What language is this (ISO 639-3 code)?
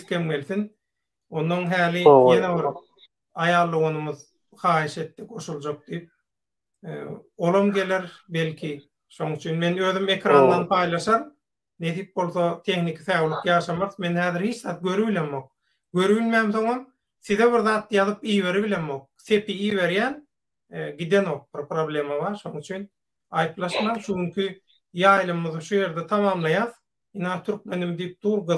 tuk